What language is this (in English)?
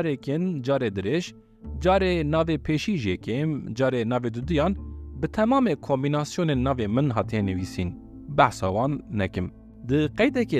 Kurdish